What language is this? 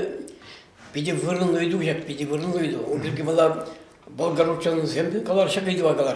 Chuvash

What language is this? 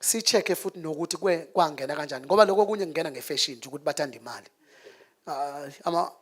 Zulu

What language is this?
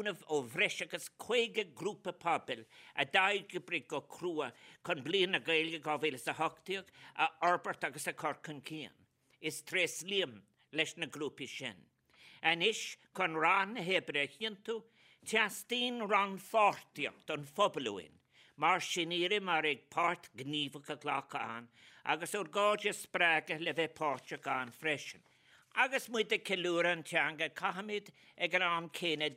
Irish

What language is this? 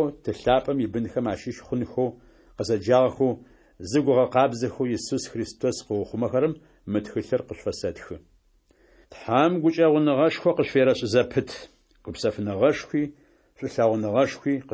Adyghe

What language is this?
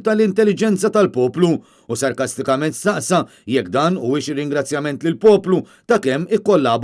Maltese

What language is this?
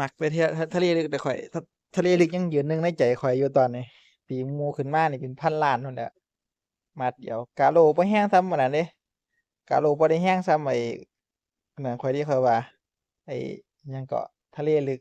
Northeastern Thai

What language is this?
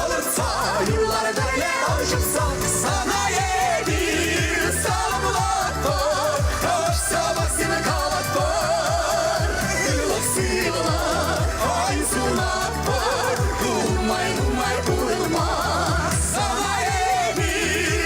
Chuvash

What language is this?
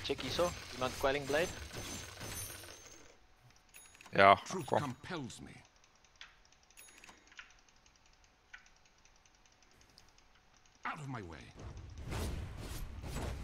Afrikaans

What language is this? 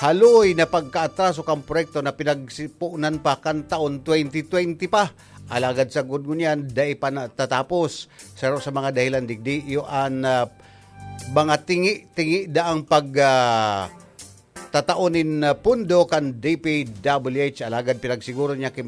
Bikol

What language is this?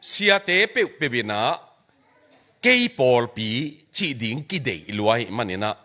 Tedim Chin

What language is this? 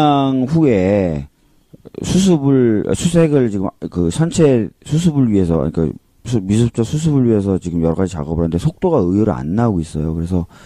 Korean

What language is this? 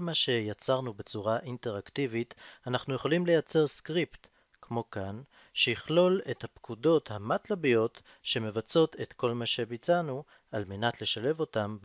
Hebrew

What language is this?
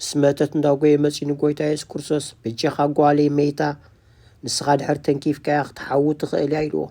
Tigrinya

